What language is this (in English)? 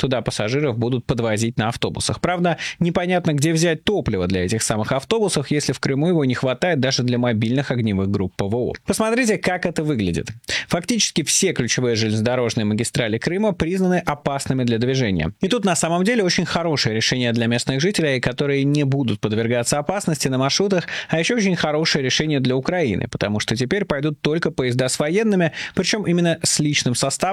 Russian